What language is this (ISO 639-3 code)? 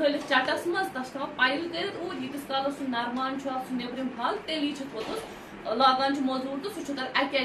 kas